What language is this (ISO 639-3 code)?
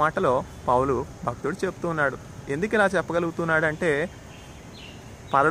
tel